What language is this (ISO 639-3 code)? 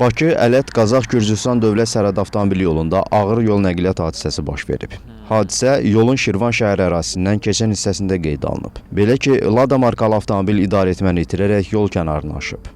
aze